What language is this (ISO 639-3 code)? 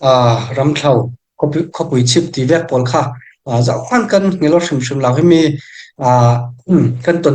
cfm